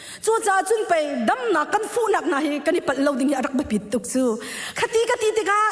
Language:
Hakha Chin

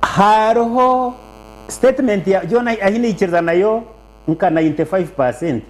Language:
Nyankole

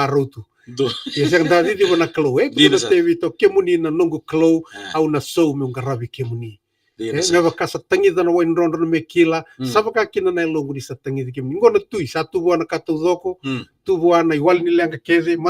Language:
Fijian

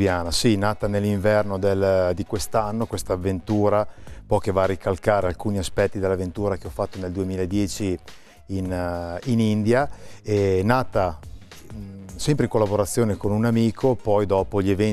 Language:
Italian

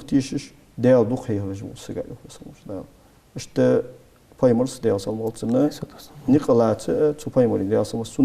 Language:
Ingush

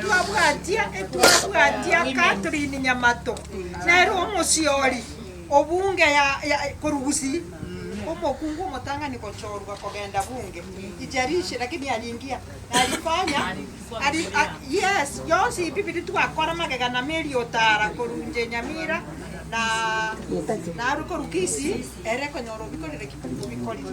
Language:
Gusii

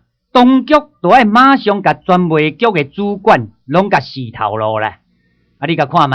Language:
Min Nan Chinese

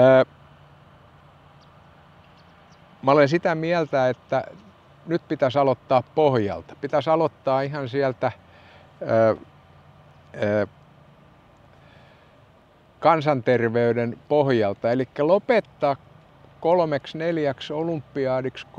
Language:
Finnish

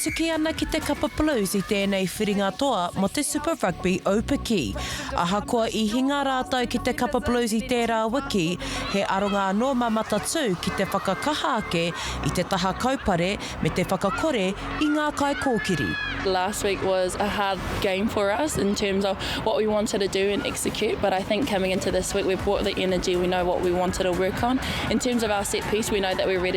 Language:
Māori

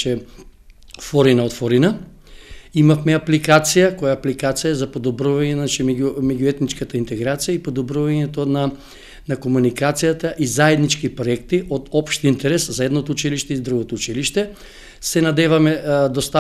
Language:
Macedonian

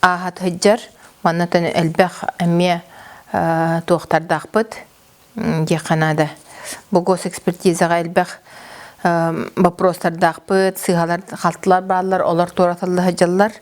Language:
Yakut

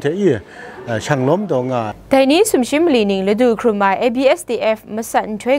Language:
Kachin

